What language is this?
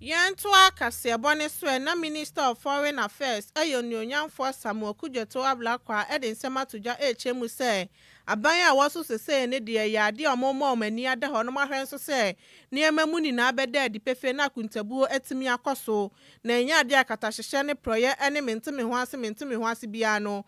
Akan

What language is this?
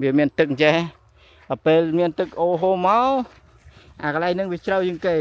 Khmer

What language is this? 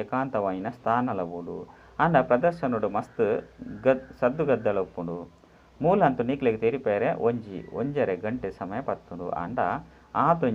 Tulu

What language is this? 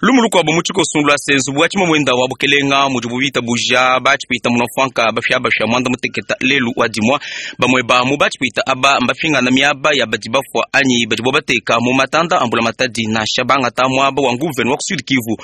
Luba-Lulua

